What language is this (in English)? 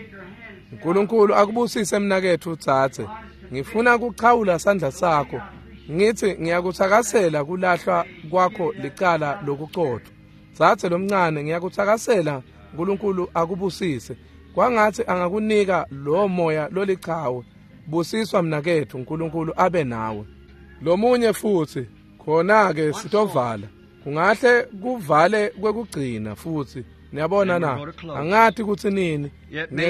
Swati